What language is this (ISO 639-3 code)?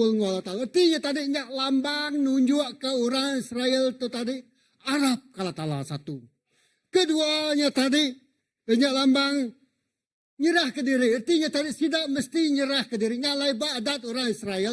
iba